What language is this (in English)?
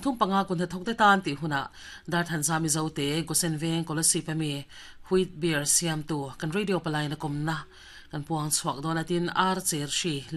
Mizo